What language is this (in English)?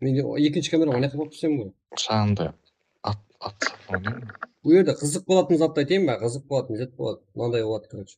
Kara-Kalpak